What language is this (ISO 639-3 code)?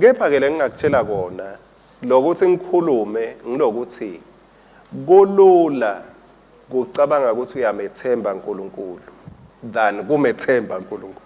ssw